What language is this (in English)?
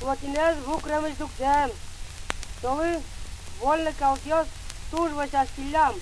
Udmurt